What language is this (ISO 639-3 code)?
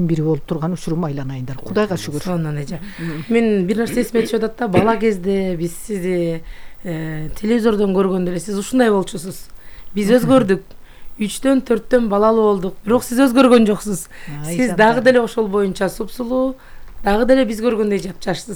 kir